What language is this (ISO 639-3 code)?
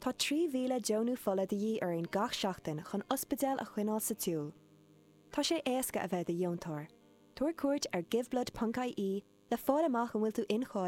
gle